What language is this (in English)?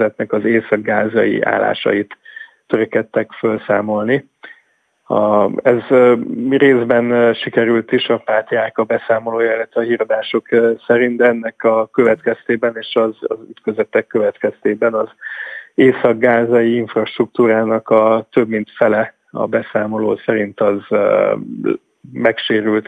Hungarian